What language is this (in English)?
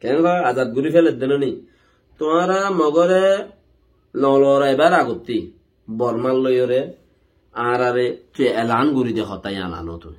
Rohingya